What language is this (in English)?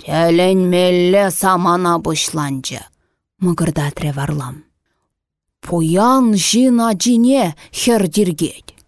Chuvash